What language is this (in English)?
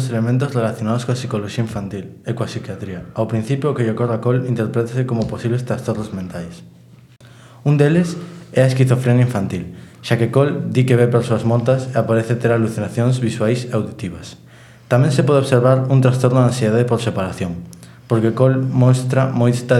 Galician